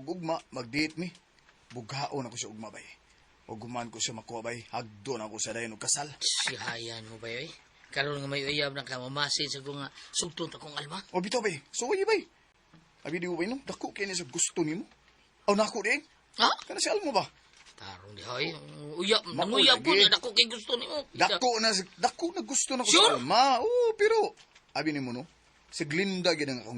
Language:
Cebuano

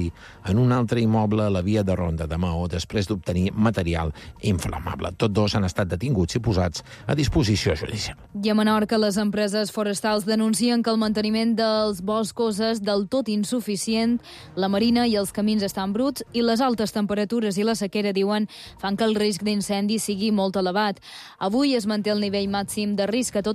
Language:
Catalan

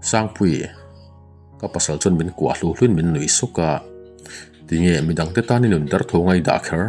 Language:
Mizo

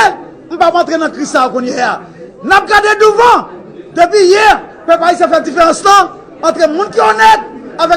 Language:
Haitian Creole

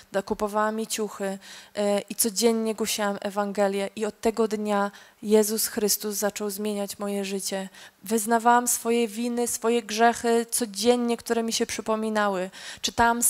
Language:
Polish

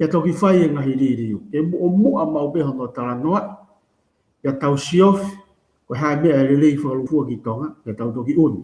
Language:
Tongan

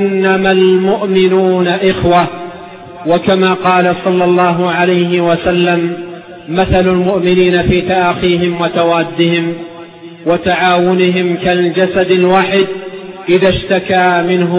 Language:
Arabic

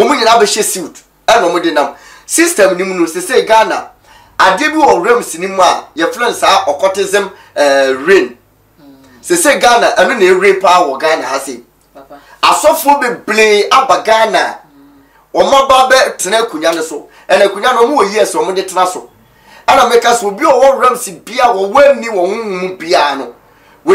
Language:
Akan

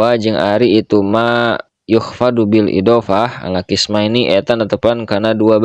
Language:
Sundanese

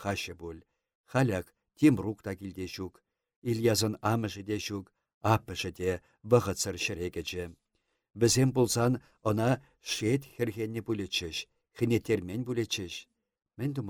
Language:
Chuvash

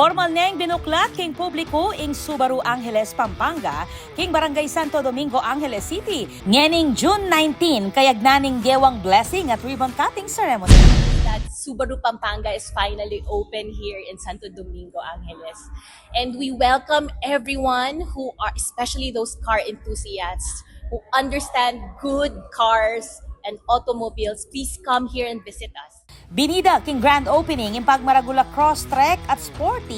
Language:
Pampanga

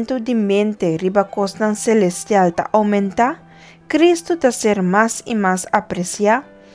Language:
Papiamento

